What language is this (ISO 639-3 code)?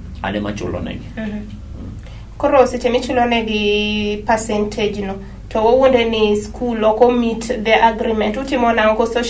luo